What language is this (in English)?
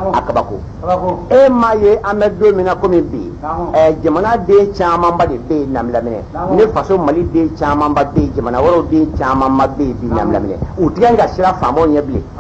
Bambara